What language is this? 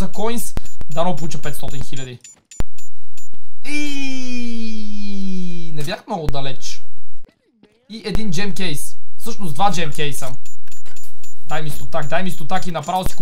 Bulgarian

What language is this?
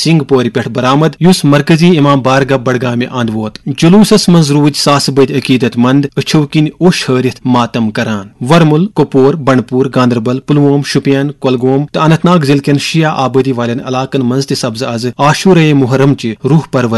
Kashmiri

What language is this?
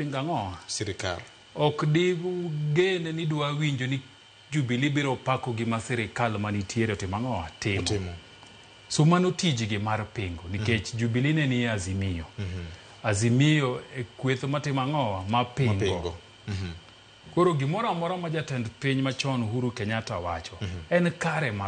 Luo (Kenya and Tanzania)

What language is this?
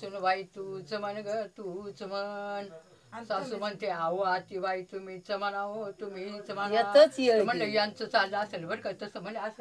Marathi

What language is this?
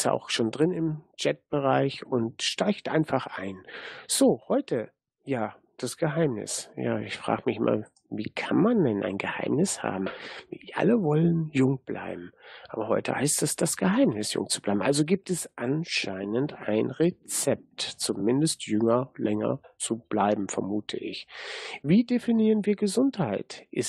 German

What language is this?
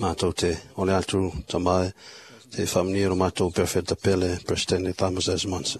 Samoan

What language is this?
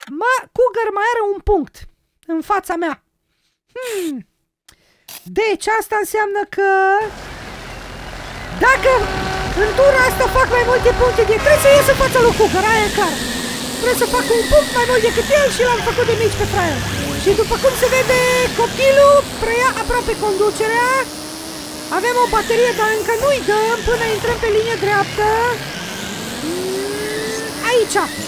Romanian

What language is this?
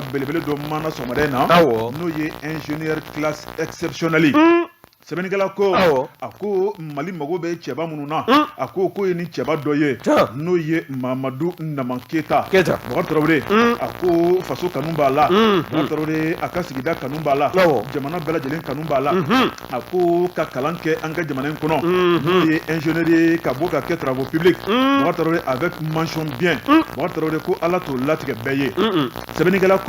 Bambara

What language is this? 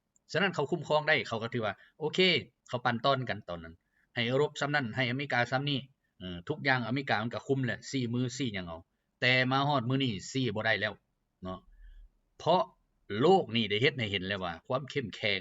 Lao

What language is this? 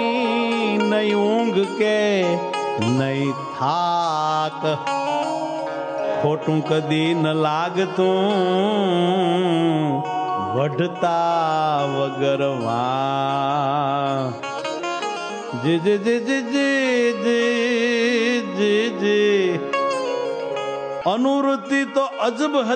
Gujarati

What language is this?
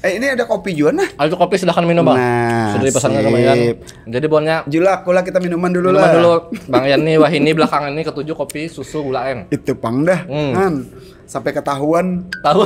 Banjar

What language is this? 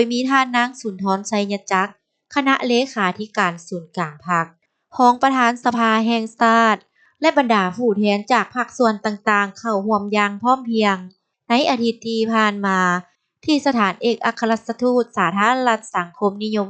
Lao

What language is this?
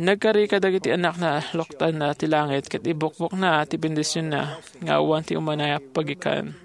Iloko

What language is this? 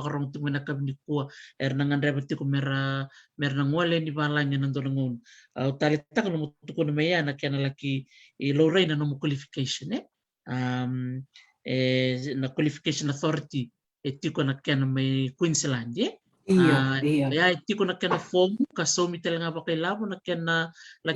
Fijian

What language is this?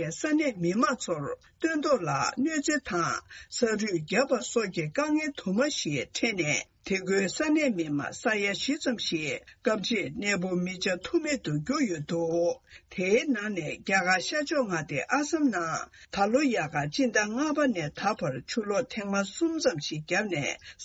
Tibetan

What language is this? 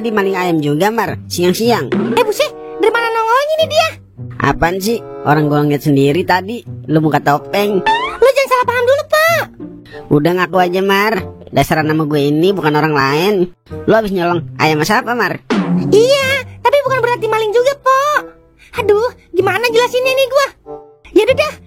Betawi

